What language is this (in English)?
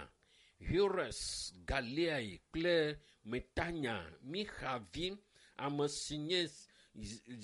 Ewe